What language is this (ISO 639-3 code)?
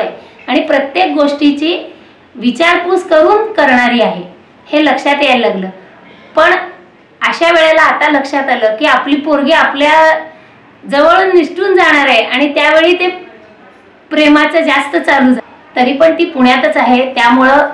mar